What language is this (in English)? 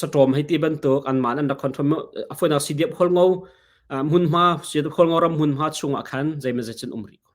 Hakha Chin